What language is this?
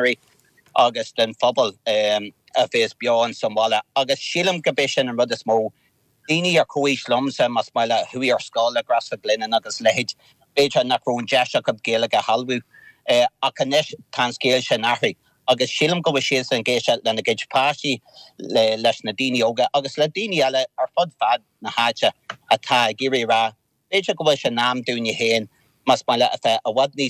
Irish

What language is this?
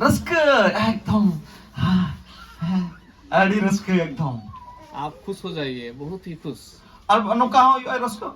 Santali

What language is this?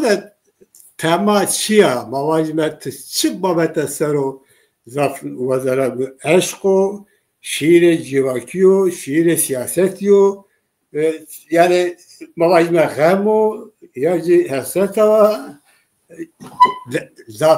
Zaza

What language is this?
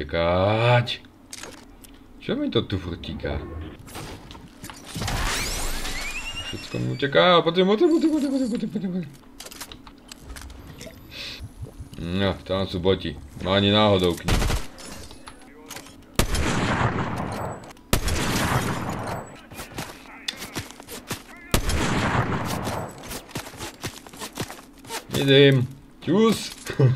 Slovak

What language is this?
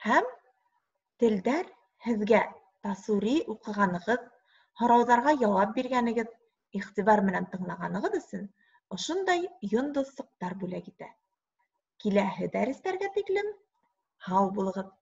Bashkir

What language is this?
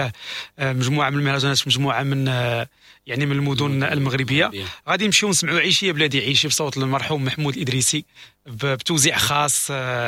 Moroccan Arabic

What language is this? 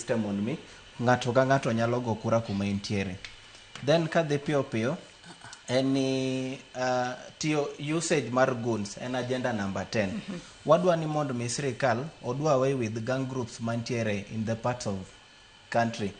Luo (Kenya and Tanzania)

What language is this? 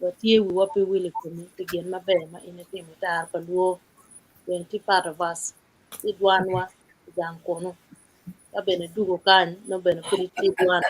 Acoli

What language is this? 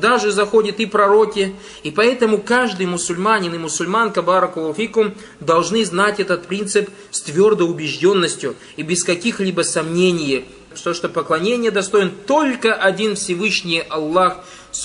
Russian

